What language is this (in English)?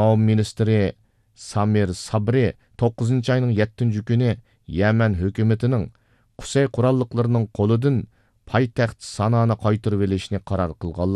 Uyghur